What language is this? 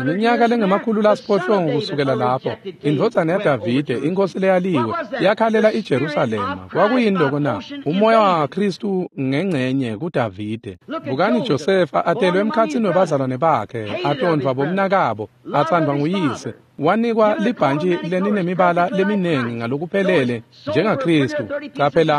Swati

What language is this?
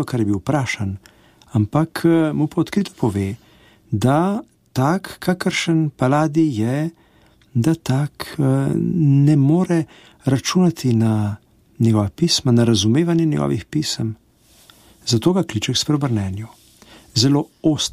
Slovenian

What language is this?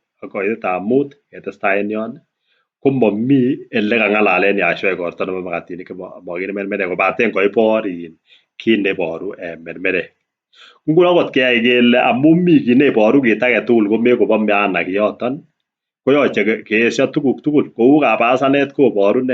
Kalenjin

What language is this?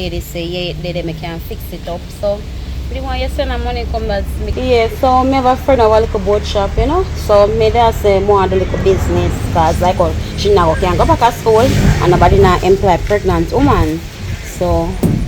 Jamaican Creole English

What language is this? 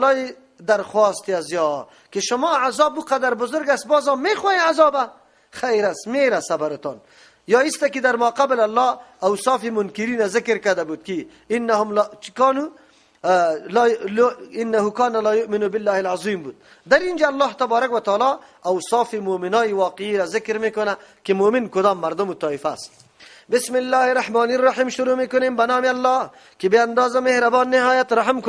Persian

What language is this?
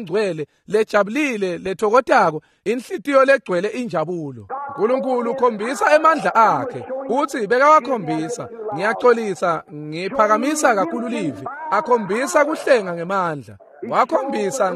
Swati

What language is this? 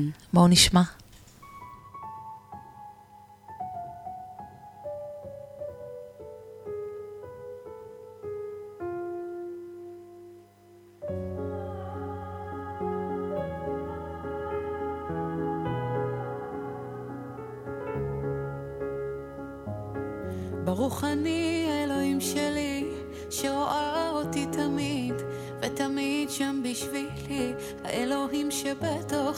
Hebrew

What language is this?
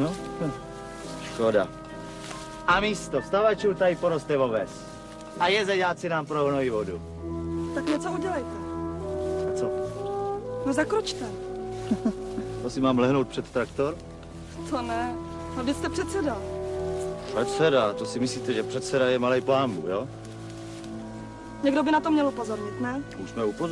Czech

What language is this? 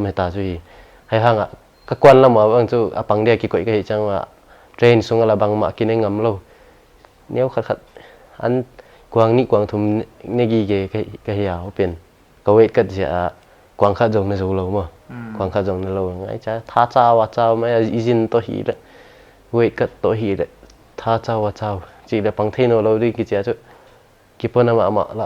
Paite Chin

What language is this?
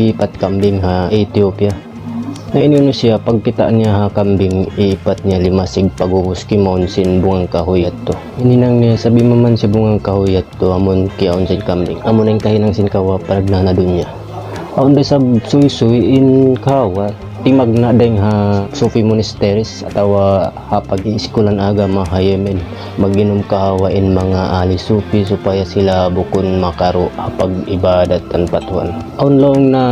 Tausug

